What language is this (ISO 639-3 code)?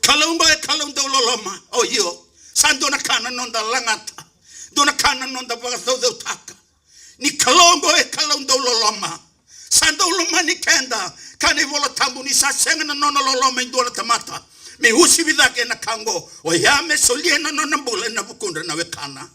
fij